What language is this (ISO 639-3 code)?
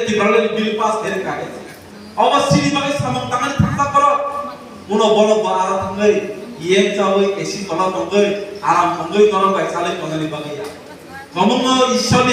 trp